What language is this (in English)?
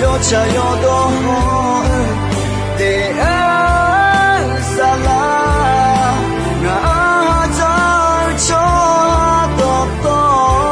Akha